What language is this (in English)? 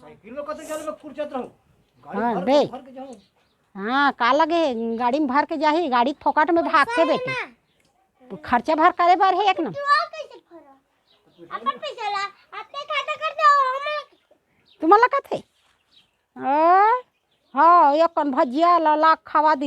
Chhattisgarhi